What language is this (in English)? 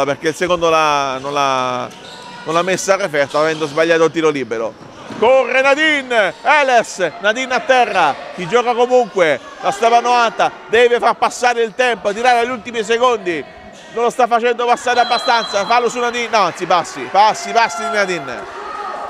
Italian